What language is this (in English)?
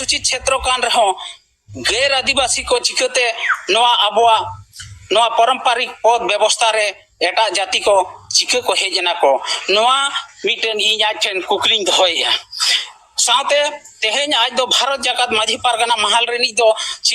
Santali